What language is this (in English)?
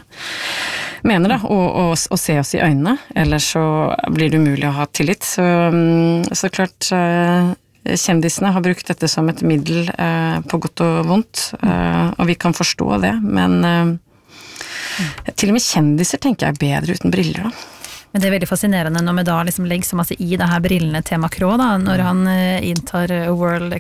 Norwegian